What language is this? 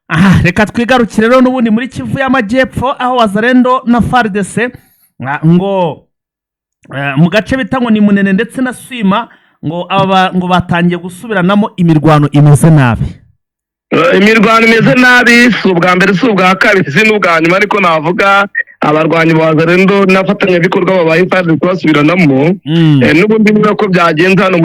Kinyarwanda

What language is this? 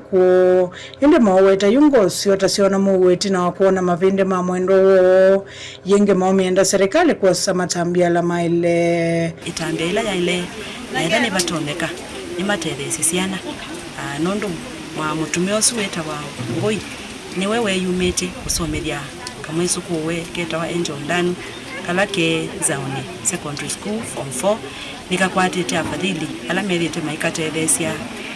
Kamba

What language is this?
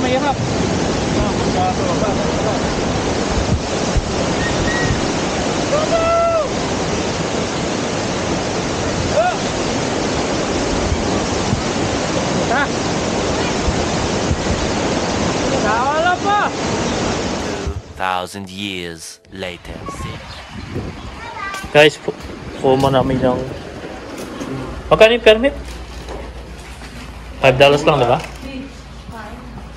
Filipino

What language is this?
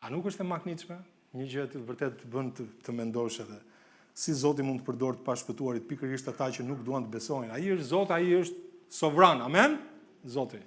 Albanian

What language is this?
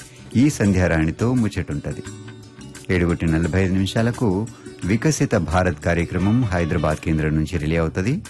Telugu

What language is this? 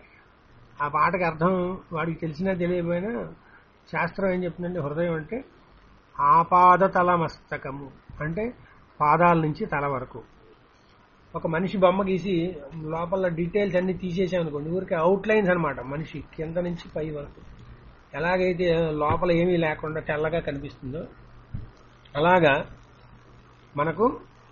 Telugu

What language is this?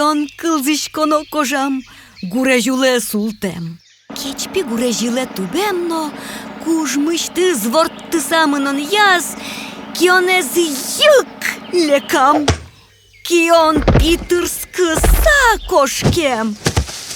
Udmurt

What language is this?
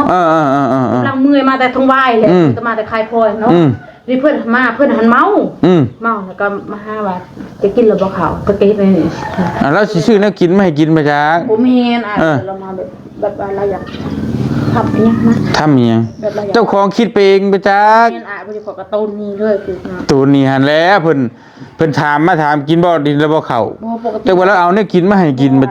Northeastern Thai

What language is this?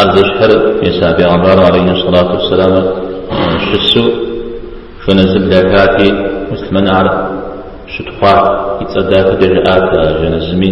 Kabardian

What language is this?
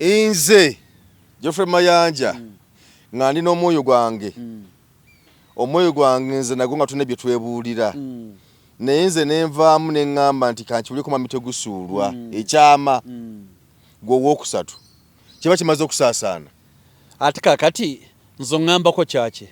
Ganda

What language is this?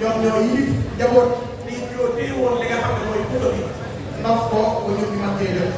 Wolof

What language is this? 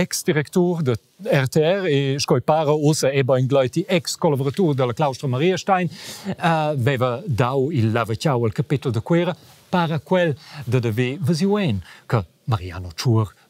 Romansh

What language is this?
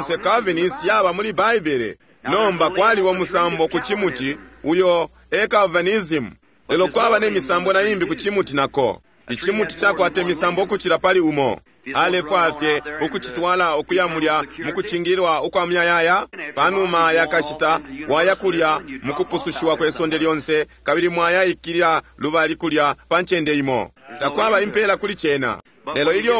Bemba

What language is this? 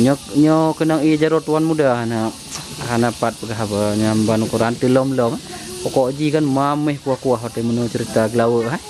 Achinese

